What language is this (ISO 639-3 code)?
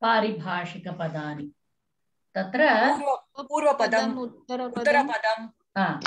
san